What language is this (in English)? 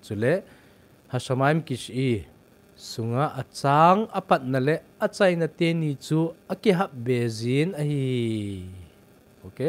Thado Chin